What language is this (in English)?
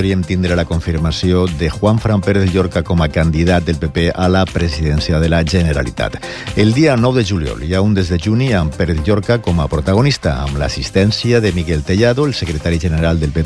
Catalan